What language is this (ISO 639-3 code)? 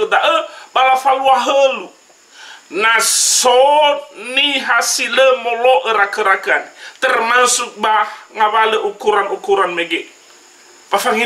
nia